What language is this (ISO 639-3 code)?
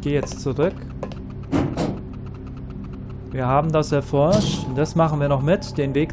deu